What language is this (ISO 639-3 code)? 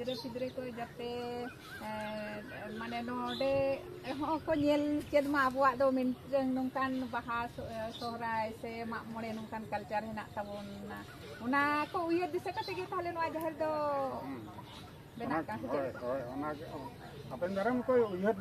sat